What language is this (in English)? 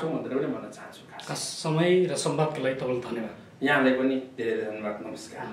Nepali